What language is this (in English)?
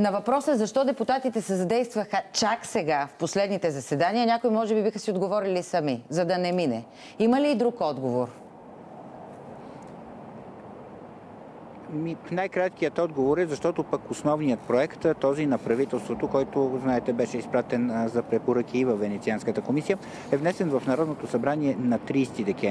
Bulgarian